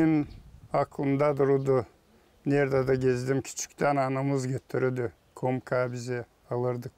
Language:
Gagauz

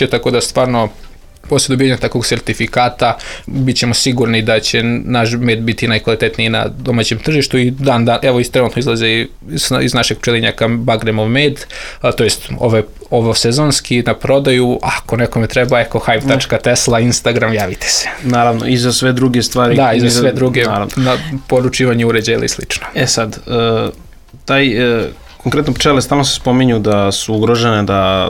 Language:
Serbian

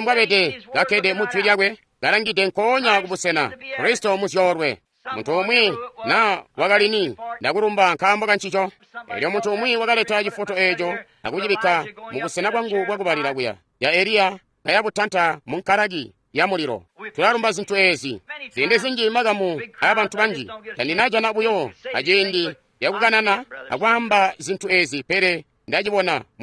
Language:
Tonga (Zambia)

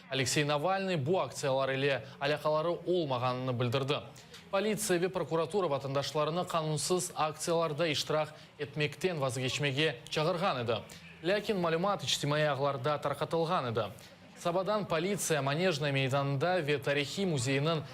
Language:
Crimean Tatar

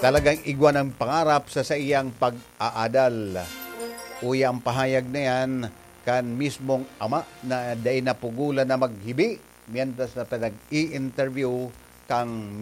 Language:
Bikol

